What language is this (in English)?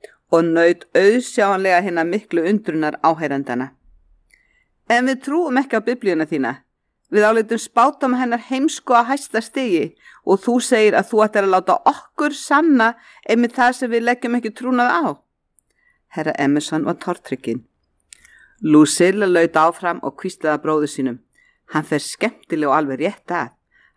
Icelandic